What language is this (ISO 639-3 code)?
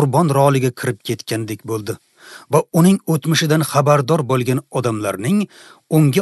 uzb